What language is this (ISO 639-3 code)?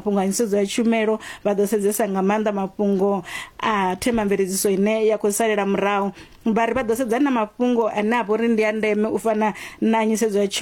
ven